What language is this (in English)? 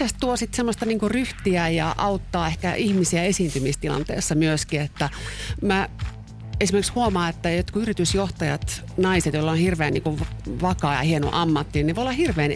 Finnish